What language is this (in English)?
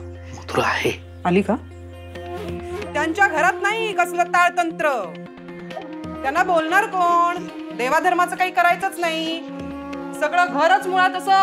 Marathi